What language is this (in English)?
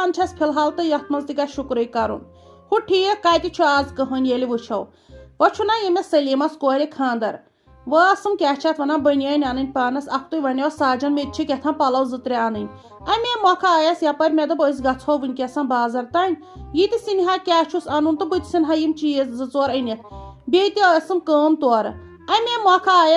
Kashmiri